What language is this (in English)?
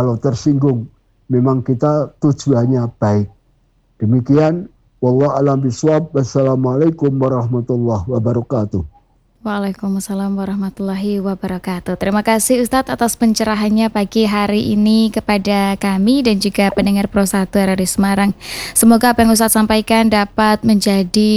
Indonesian